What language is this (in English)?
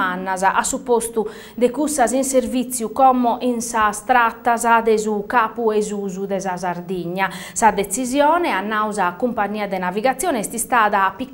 Sardinian